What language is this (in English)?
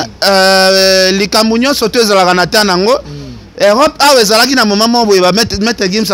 Lingala